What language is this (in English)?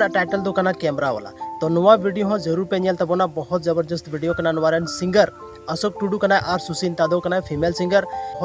Santali